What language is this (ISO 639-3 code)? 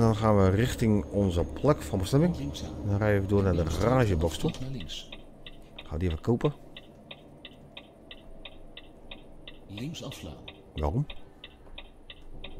nld